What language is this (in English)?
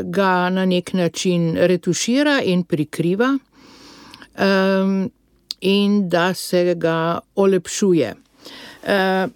Slovenian